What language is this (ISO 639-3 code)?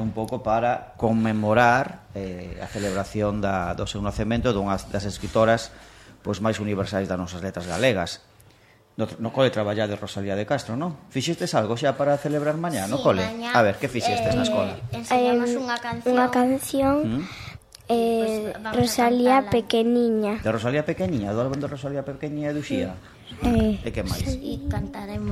glg